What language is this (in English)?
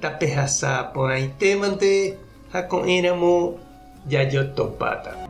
Guarani